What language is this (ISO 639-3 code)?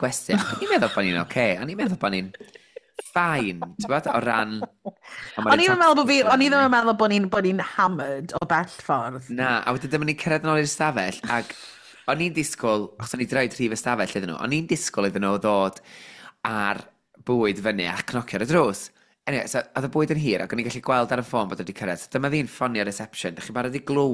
cym